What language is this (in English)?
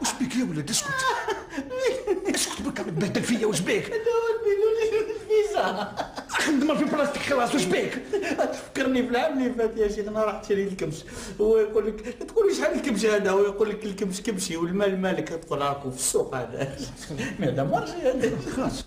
Algerian Arabic